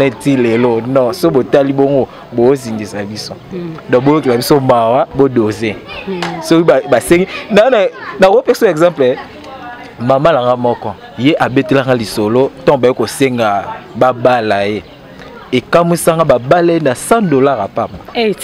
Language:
Lingala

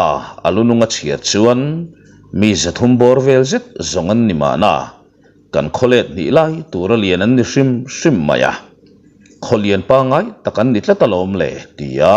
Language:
Mizo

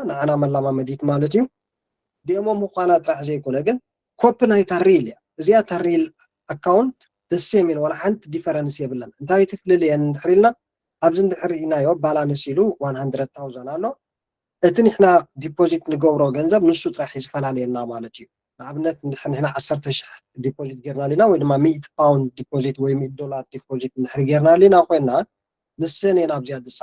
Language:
Tigrinya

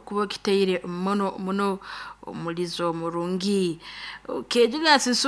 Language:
Nyoro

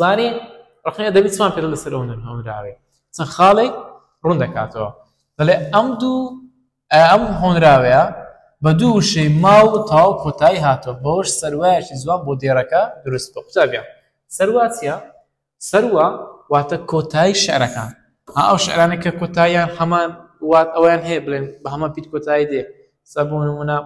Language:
Central Kurdish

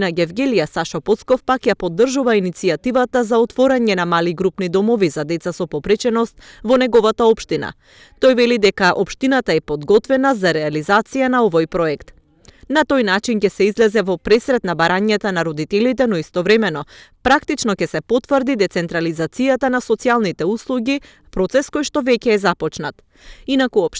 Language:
Macedonian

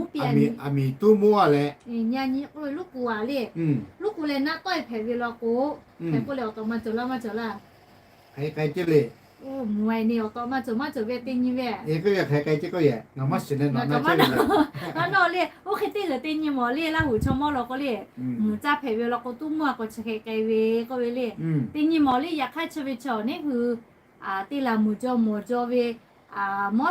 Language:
Lahu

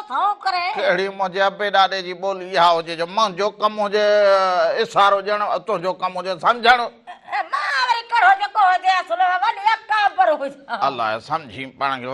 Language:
Sindhi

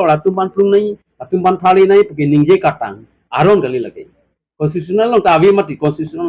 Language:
Karbi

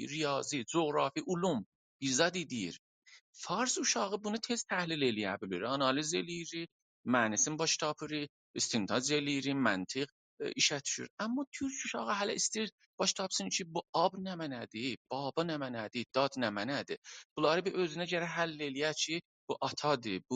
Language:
South Azerbaijani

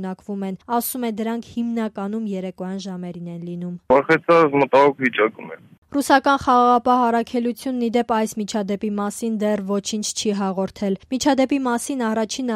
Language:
Armenian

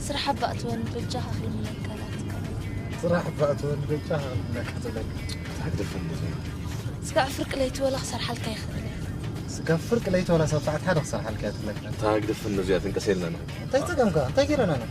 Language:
Tigrinya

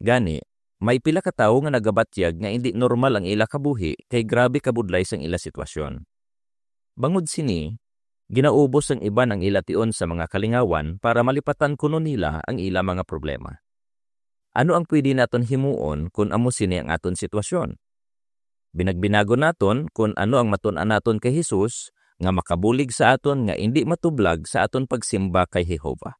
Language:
Hiligaynon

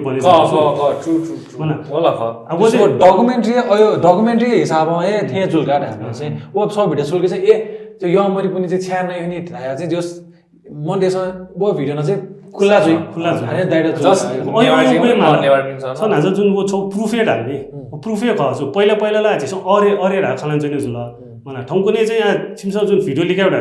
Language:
Newari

